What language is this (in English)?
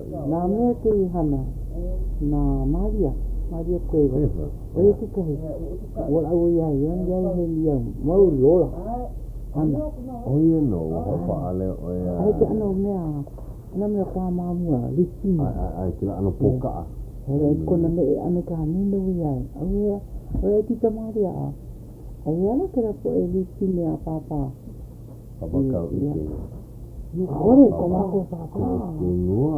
Hawaiian